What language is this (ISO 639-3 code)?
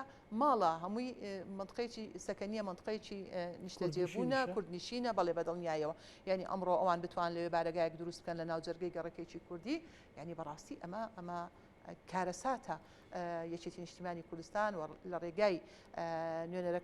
ckb